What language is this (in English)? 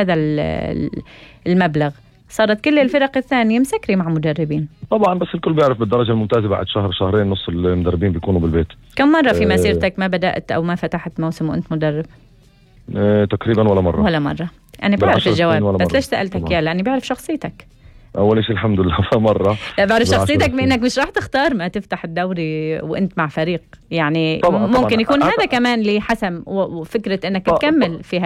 North Levantine Arabic